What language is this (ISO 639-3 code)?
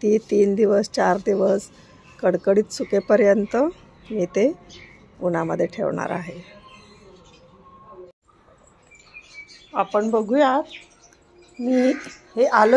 mar